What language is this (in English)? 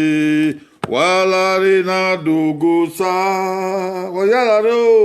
Bini